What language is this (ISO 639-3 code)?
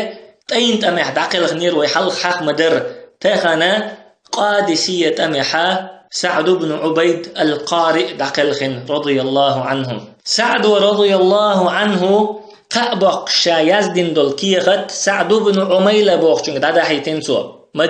che